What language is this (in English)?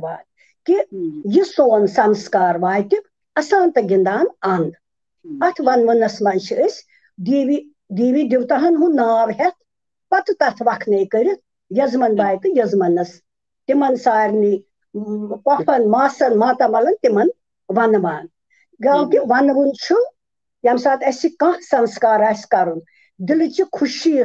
Kashmiri